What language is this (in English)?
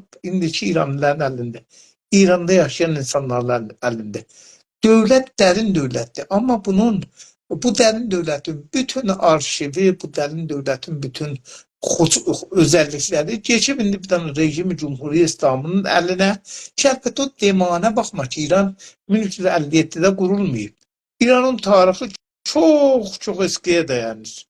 South Azerbaijani